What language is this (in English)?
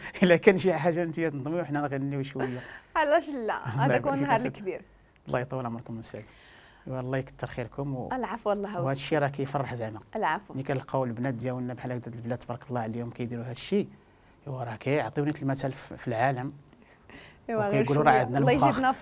Moroccan Arabic